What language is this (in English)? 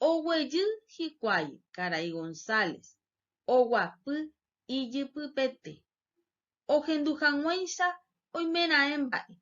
Guarani